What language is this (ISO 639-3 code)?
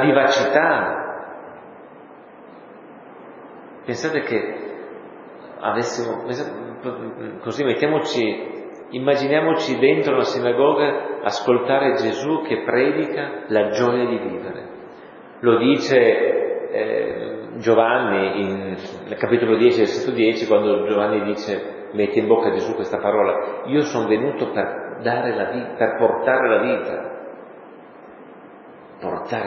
ita